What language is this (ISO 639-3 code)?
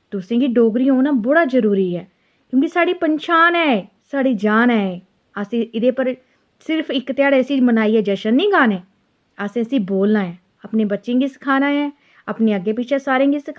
doi